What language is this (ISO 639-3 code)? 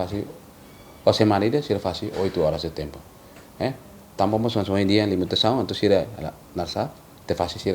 tet